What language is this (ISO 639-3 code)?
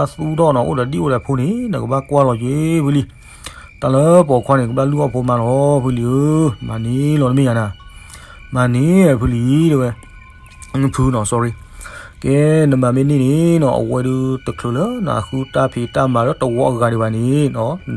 ksw